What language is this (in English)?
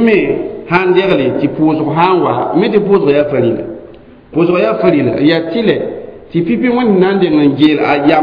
Mossi